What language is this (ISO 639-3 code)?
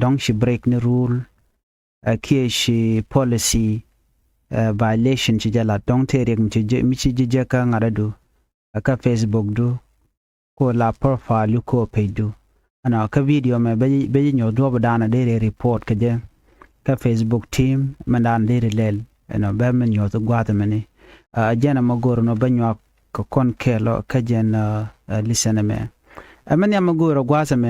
nus